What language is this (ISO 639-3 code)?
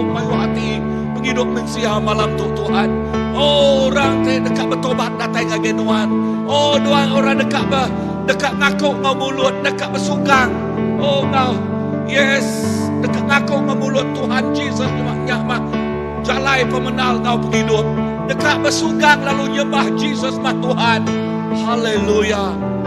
iba